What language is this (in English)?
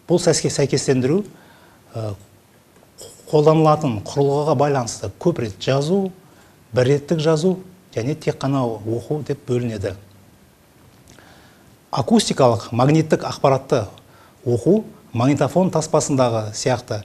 Kazakh